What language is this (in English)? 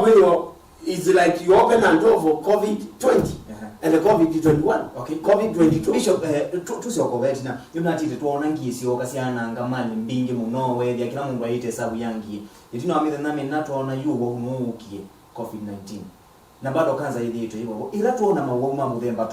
Kamba